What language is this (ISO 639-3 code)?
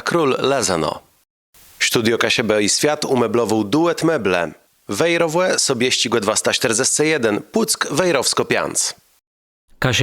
csb